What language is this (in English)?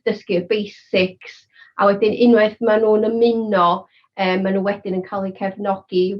Welsh